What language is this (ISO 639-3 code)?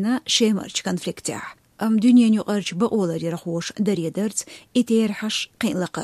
che